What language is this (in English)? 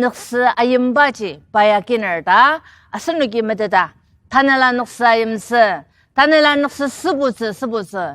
Ao Naga